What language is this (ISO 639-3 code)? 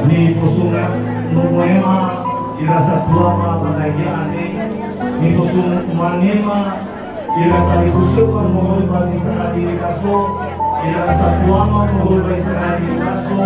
nia